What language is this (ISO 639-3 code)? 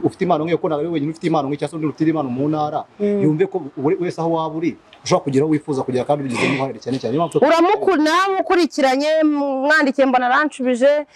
kin